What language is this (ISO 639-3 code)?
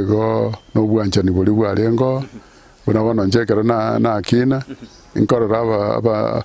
guz